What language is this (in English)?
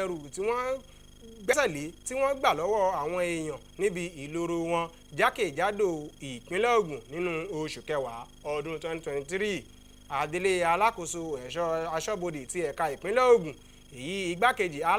Yoruba